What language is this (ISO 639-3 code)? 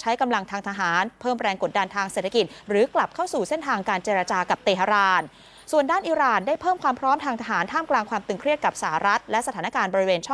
tha